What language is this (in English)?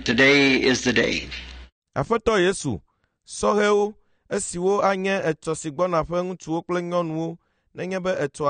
Ewe